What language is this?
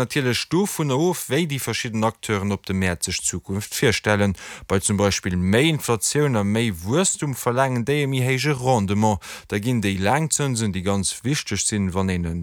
Luxembourgish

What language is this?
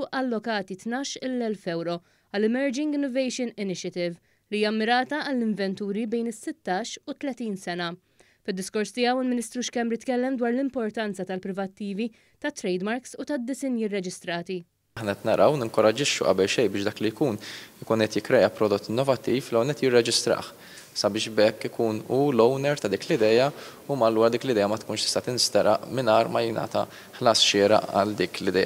Maltese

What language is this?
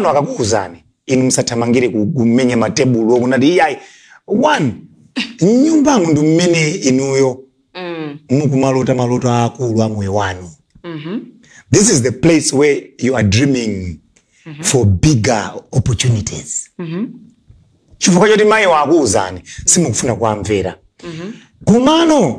Nyanja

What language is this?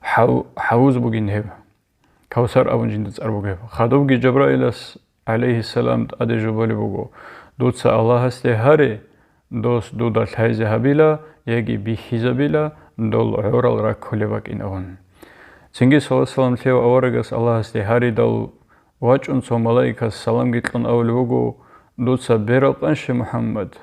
Avaric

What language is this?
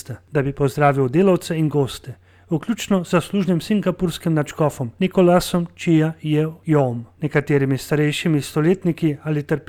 Slovenian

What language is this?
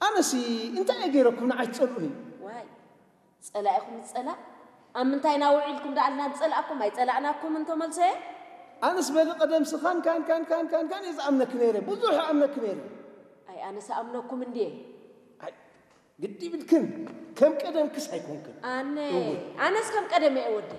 Tigrinya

